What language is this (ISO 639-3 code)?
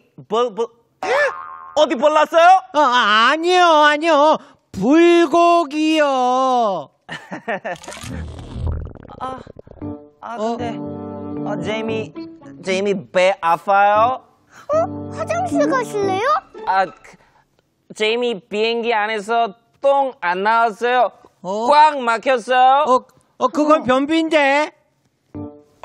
kor